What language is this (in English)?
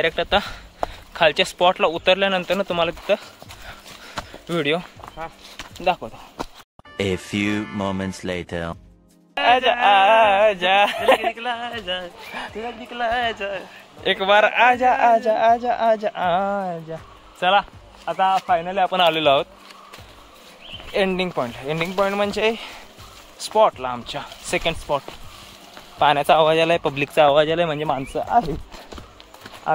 Marathi